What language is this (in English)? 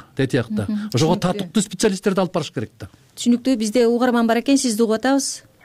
Kyrgyz